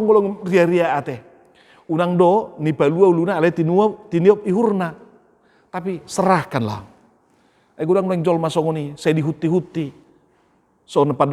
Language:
Batak Toba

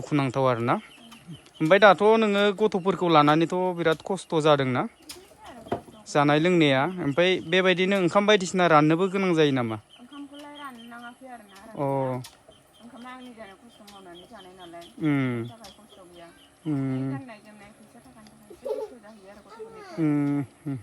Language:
Bodo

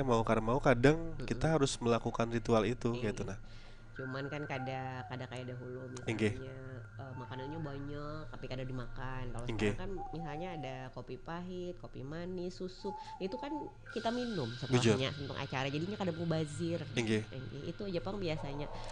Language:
Banjar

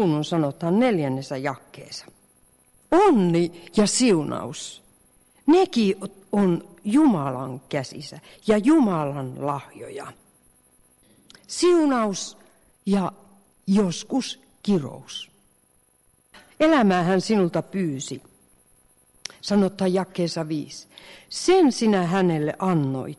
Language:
Finnish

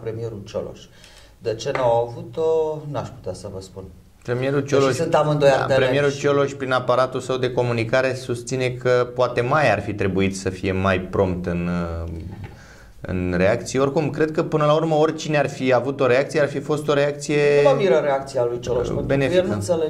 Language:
Romanian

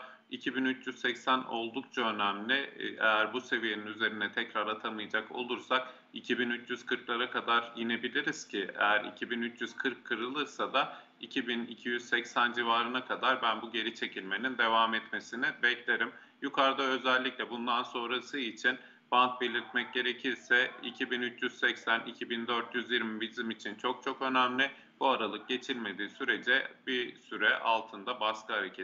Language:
Turkish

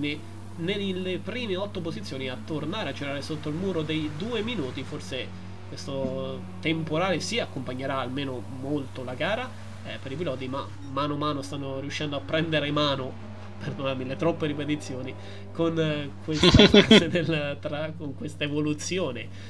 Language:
Italian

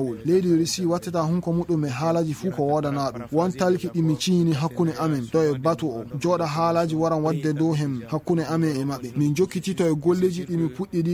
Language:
Fula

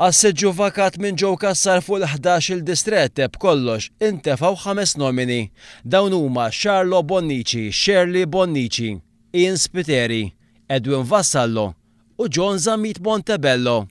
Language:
Maltese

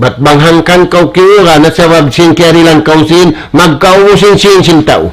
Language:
Tausug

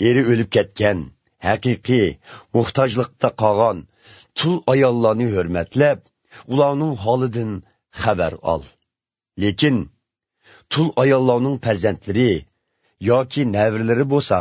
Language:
Uyghur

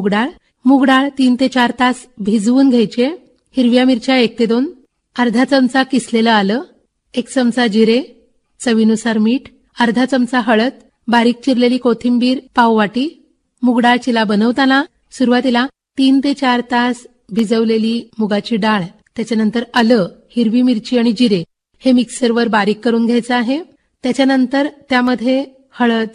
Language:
Marathi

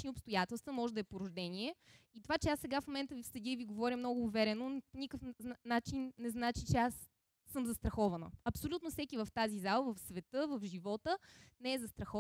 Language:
Bulgarian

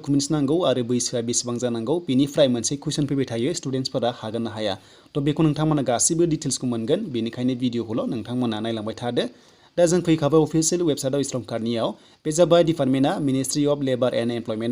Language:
Bodo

